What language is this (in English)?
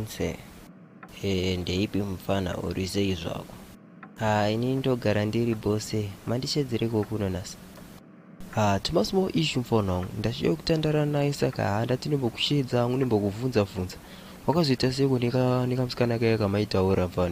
Shona